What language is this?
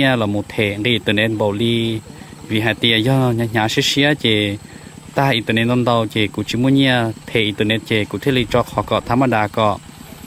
Hmong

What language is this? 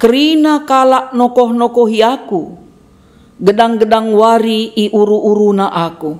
Batak Karo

